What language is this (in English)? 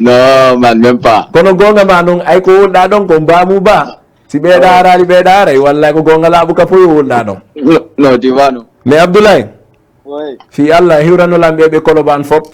Fula